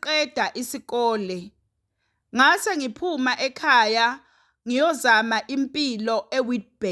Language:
Zulu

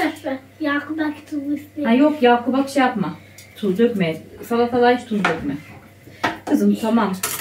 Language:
Turkish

